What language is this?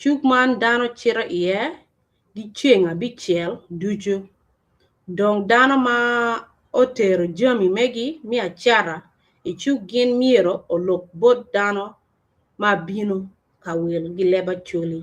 Acoli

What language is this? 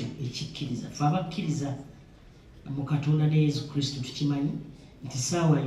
Ganda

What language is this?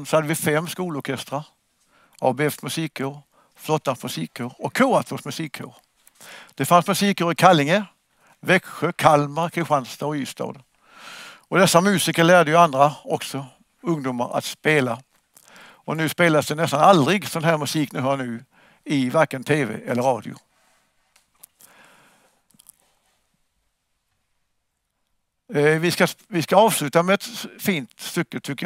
Swedish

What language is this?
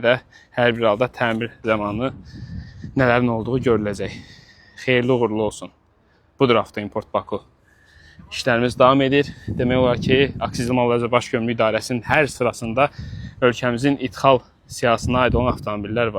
Azerbaijani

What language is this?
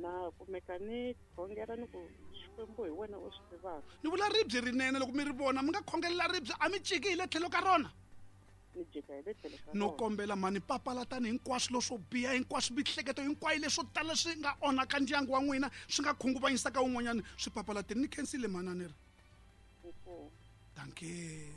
Tsonga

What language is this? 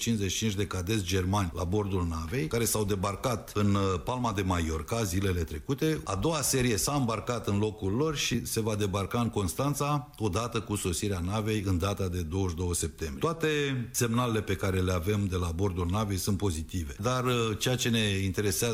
Romanian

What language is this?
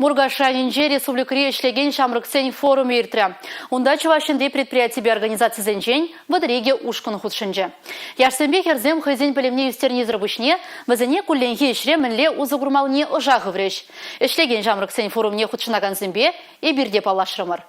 Chuvash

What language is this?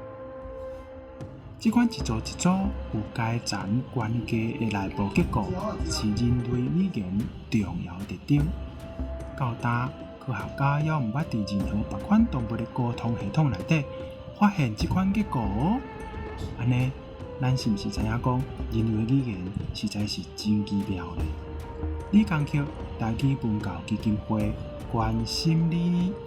Min Nan Chinese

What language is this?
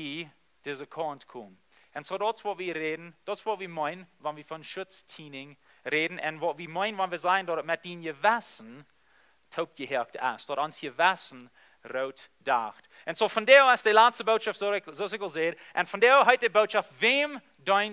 Plautdietsch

